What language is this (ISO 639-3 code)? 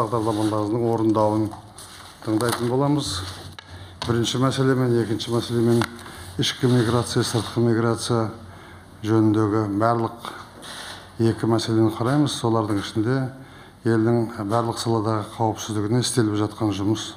kaz